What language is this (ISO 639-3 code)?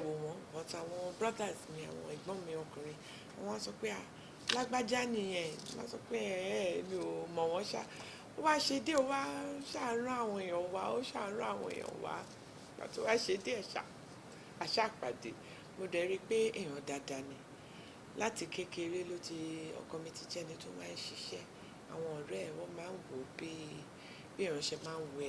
yor